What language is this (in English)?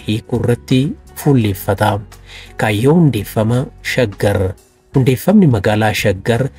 Oromo